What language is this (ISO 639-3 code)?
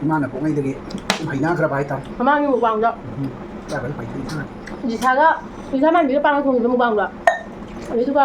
mni